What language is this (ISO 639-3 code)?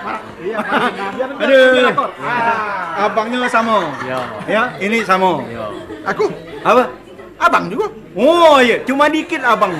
mui